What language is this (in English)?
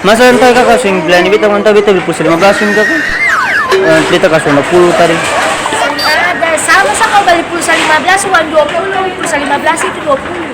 Ambonese Malay